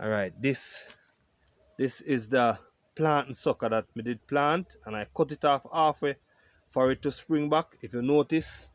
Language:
Jamaican Creole English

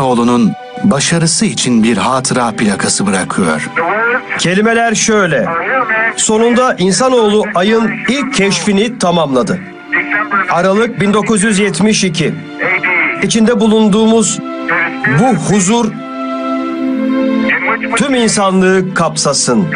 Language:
Turkish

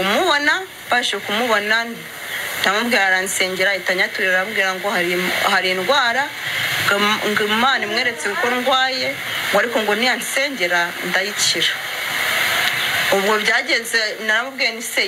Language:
Kinyarwanda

